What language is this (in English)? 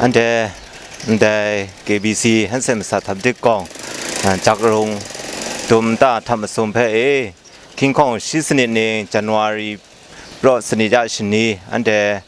Kachin